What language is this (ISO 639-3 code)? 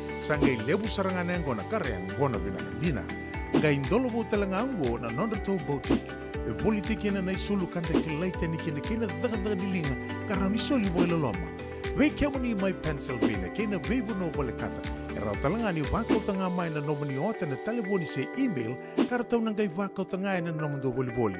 fij